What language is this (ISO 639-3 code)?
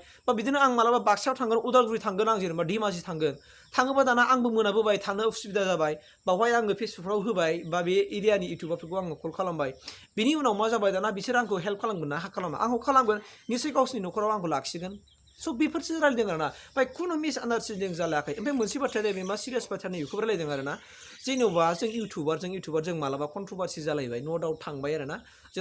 brx